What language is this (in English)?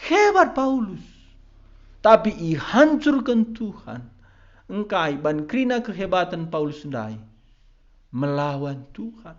Batak Karo